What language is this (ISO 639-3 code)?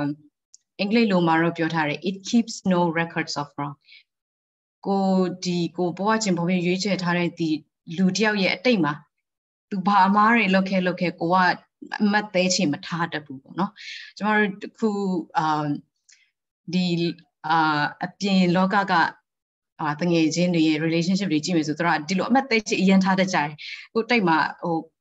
mya